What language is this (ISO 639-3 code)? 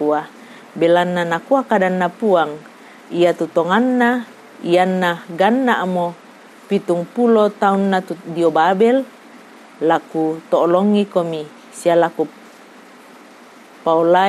sda